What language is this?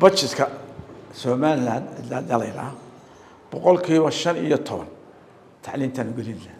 Somali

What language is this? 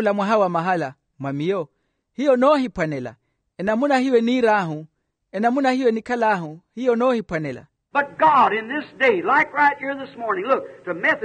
Makhuwa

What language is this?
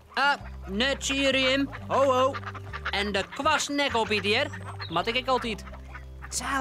Western Frisian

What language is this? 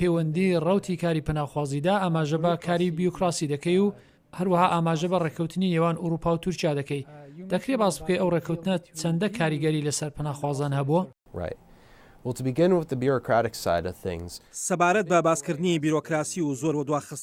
Central Kurdish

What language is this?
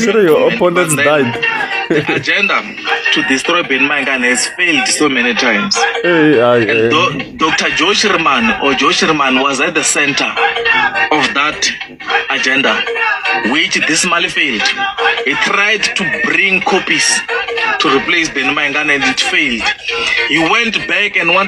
Tsonga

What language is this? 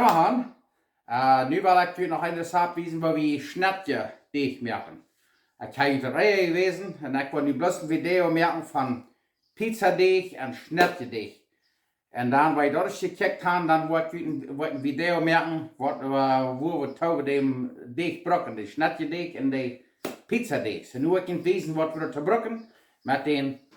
Plautdietsch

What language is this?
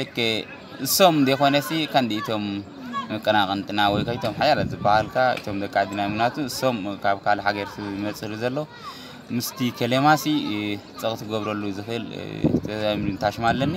Tigrinya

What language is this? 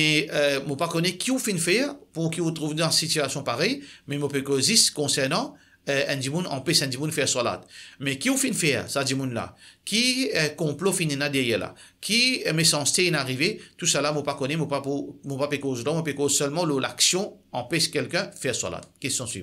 Morisyen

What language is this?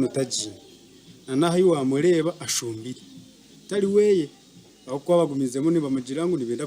Nyankole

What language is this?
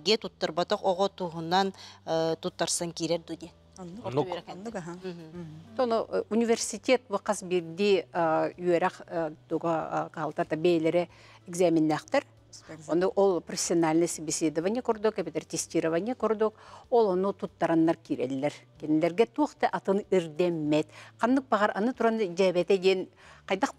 Yakut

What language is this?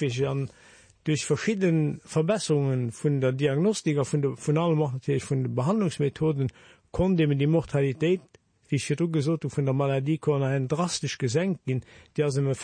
Luxembourgish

